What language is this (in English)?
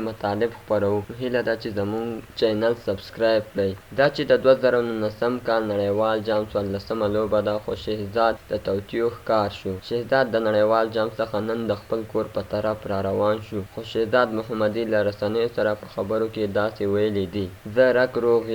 Pashto